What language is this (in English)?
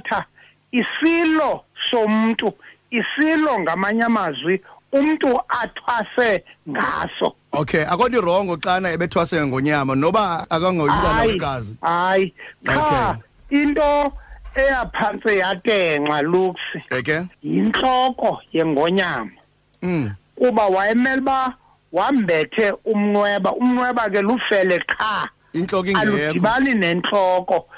Xhosa